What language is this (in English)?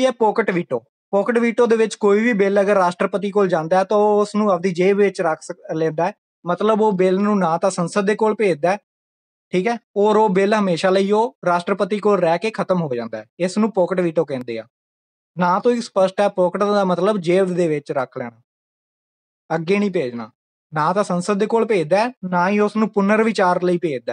Punjabi